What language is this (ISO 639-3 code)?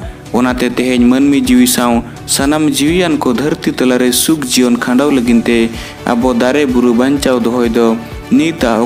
sat